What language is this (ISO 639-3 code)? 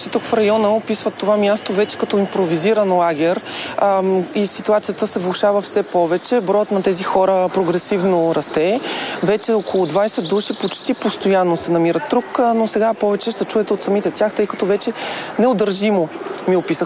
bul